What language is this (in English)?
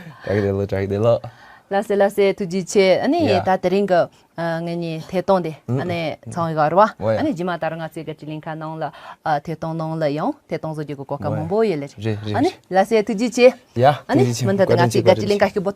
Tibetan